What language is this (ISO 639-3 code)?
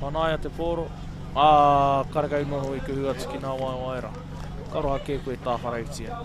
mri